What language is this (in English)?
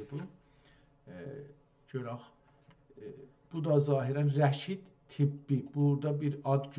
South Azerbaijani